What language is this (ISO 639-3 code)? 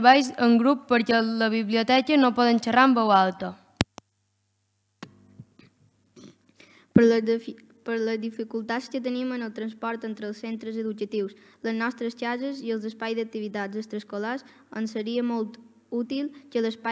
cat